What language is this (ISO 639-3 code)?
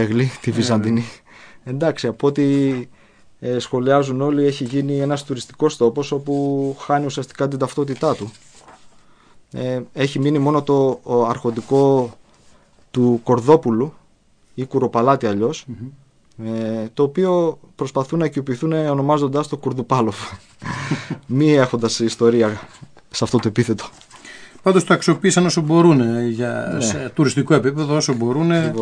ell